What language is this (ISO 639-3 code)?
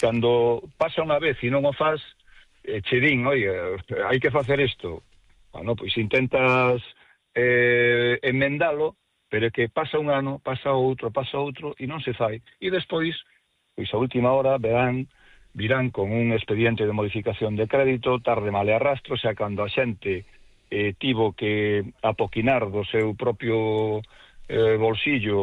glg